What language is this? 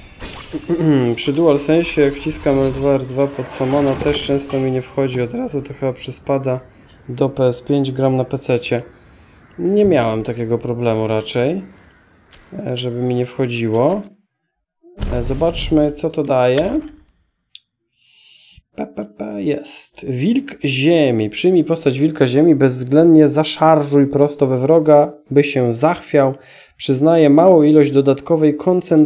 Polish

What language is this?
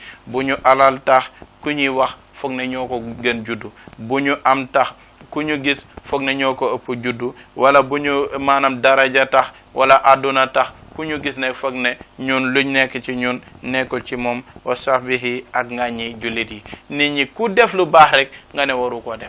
Wolof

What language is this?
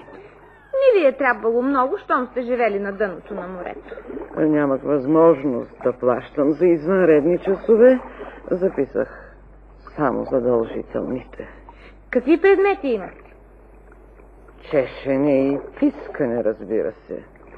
Bulgarian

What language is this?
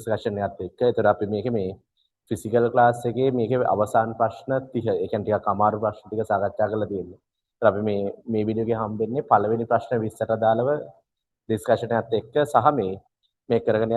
Sinhala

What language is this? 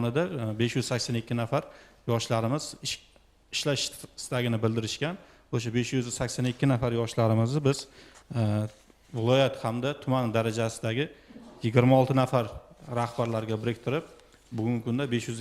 Uzbek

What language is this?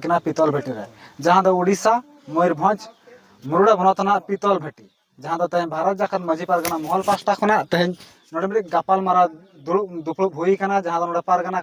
Santali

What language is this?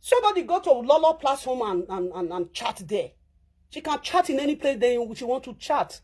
Nigerian Pidgin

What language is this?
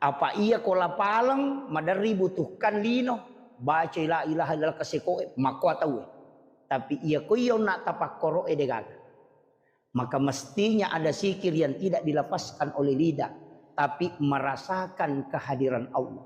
Buginese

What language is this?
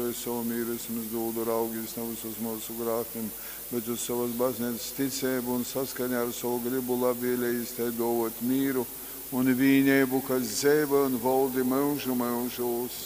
Latgalian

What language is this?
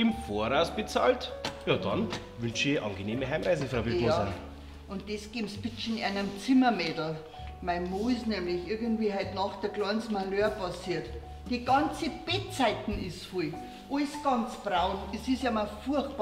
Bavarian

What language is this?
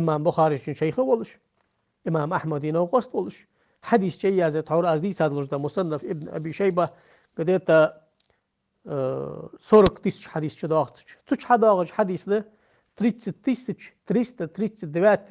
Ingush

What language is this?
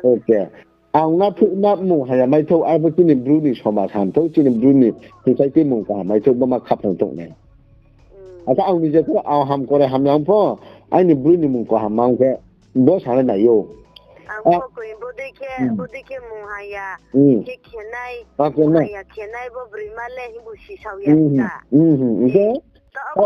Riang (India)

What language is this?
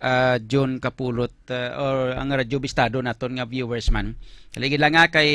Hiligaynon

